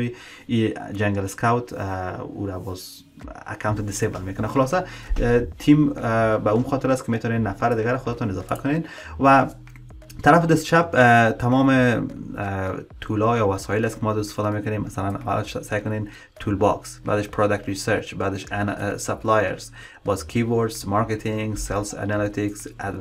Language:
Persian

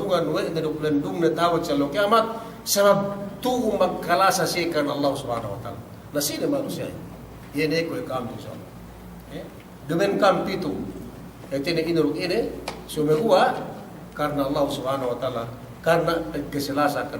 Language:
Yakan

